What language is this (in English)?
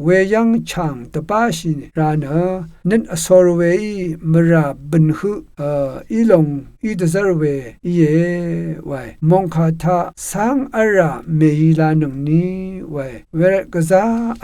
Rawang